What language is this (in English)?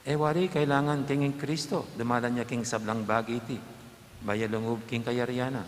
Pampanga